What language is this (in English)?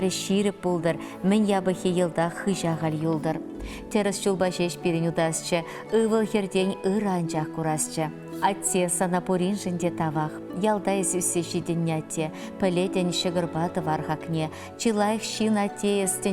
Chuvash